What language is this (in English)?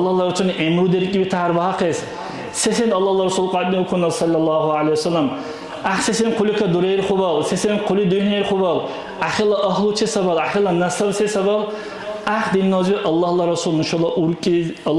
Dargwa